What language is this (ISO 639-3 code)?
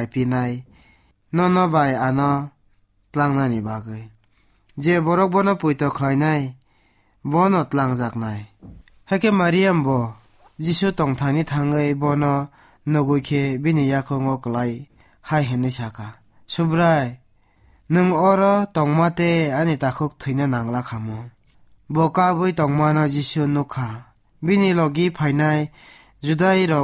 trp